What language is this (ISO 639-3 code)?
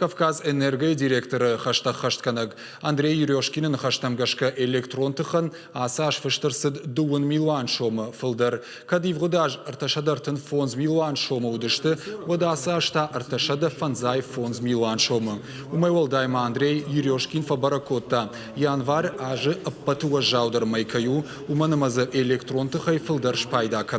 oss